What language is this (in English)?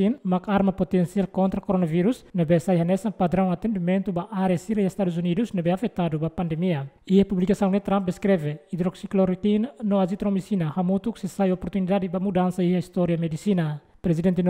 Tetum